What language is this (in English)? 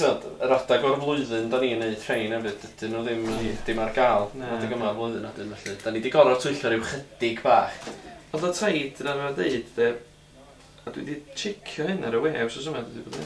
Welsh